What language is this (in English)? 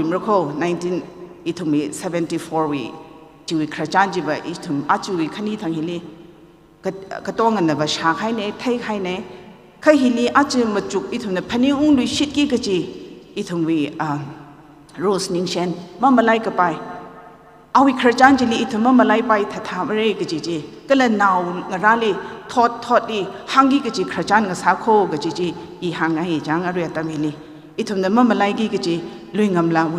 Tangkhul Naga (India)